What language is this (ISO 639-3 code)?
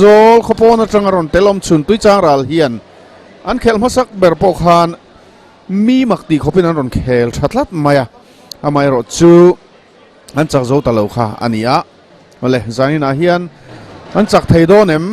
lus